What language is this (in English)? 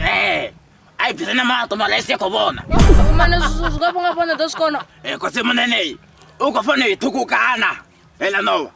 Venda